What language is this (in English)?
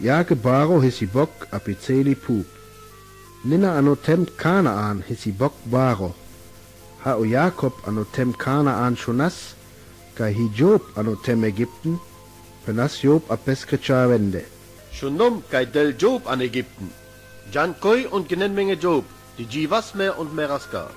Sinte Romani